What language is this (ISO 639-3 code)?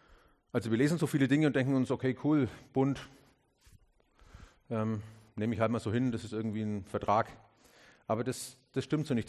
deu